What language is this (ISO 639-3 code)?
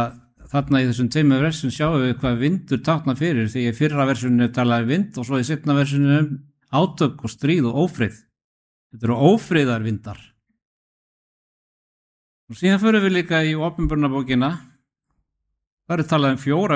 isl